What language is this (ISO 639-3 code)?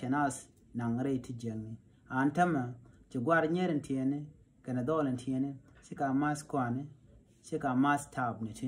nus